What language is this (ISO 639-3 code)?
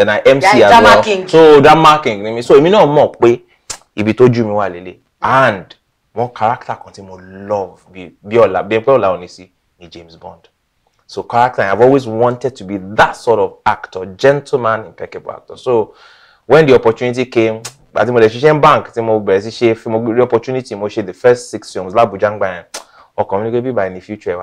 yor